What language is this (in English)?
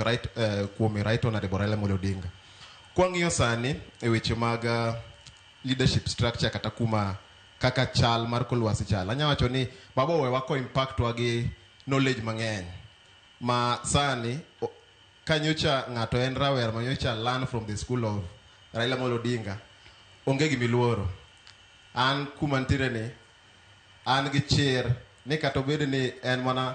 Luo (Kenya and Tanzania)